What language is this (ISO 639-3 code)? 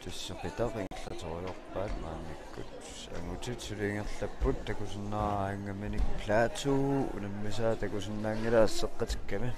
kal